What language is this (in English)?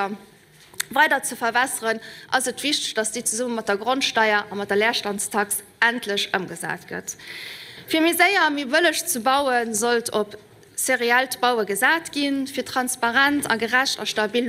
Luxembourgish